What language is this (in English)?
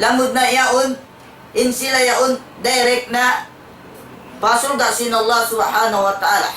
Tausug